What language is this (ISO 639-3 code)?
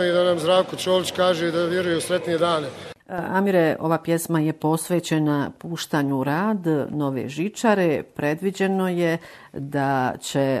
bos